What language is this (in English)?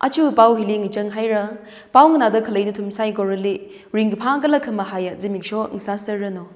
Tangkhul Naga (India)